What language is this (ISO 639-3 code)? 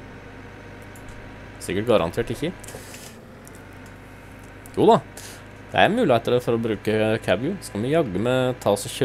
nor